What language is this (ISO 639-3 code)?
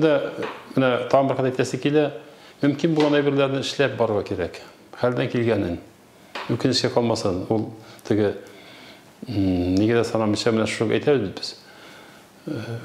tat